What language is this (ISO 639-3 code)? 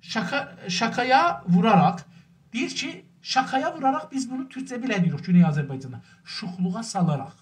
azb